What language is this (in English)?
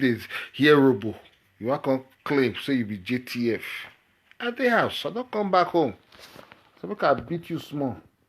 Nigerian Pidgin